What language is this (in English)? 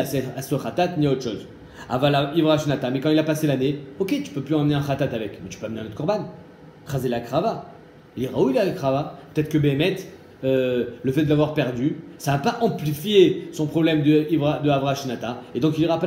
French